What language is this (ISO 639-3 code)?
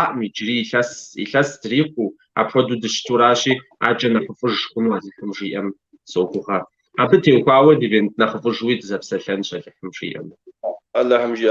kbd